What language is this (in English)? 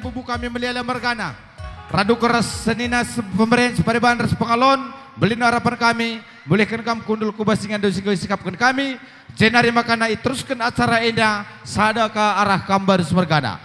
Batak Karo